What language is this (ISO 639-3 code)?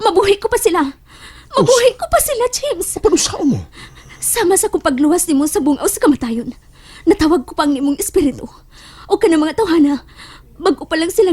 ceb